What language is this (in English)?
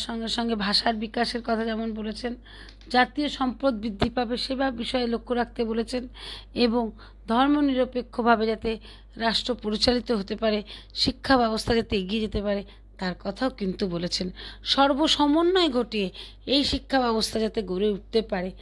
Bangla